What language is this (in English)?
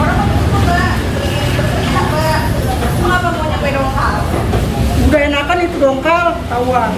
Betawi